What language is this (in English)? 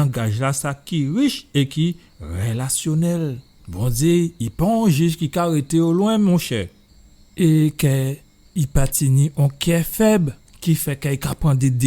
Guadeloupean Creole French